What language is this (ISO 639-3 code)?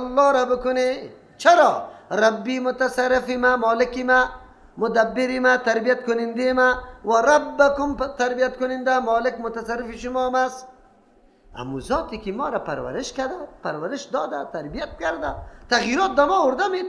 fas